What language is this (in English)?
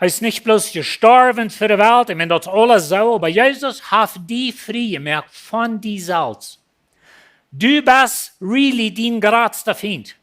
Plautdietsch